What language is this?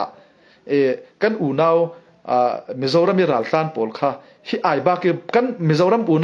Falam Chin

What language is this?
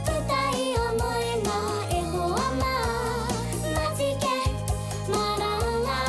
Māori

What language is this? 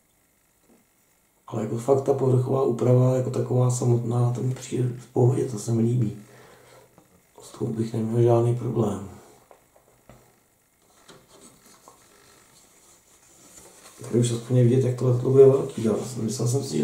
Czech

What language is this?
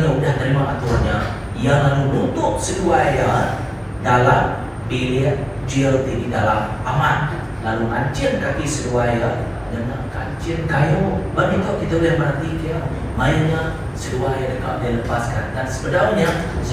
Iban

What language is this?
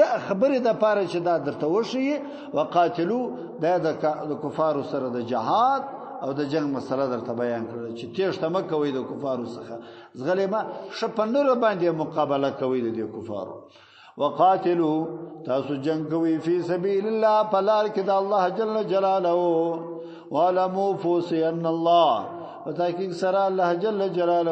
Pashto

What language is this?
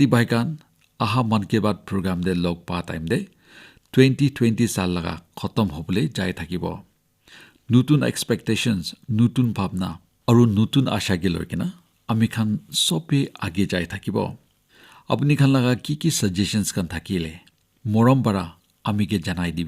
Naga Pidgin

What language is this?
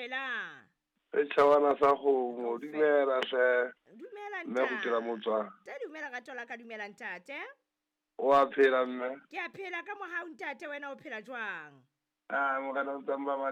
Southern Sotho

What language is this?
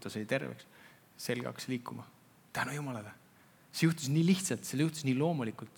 Estonian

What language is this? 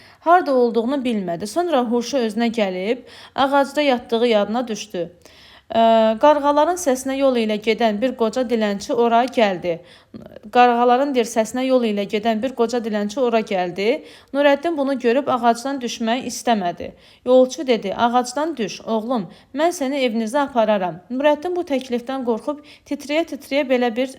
Azerbaijani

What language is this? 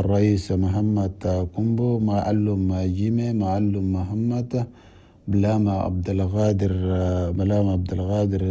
Chadian Arabic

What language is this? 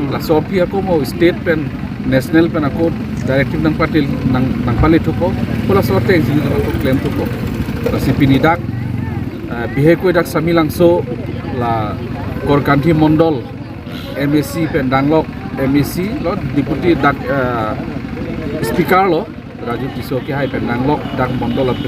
Karbi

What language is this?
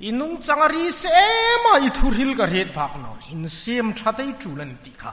Hmar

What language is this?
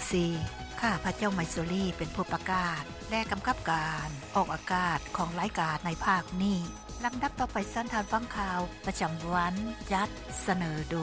Lao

